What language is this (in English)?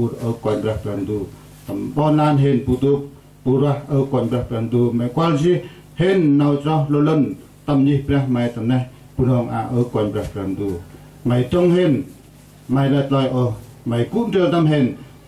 Central Mnong